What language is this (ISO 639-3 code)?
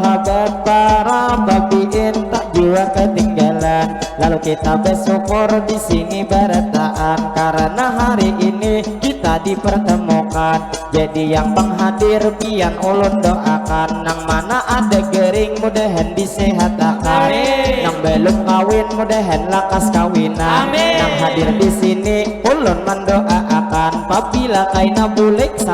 bjn